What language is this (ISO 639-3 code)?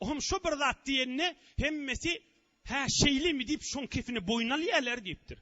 tuk